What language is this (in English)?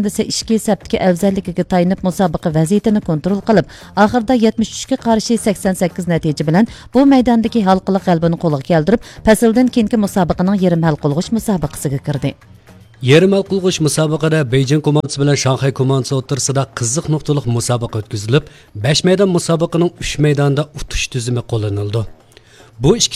Uyghur